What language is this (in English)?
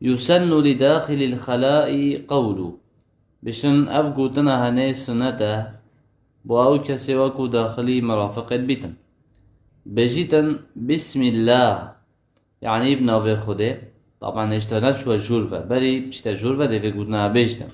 Kurdish